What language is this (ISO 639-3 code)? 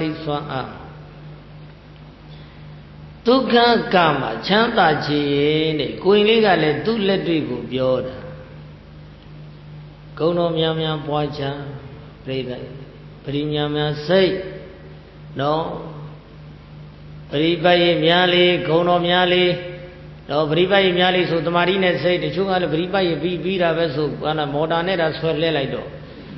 mya